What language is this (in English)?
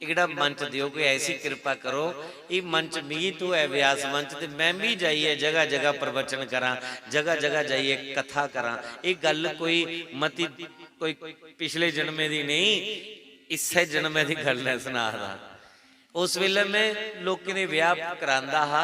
Dogri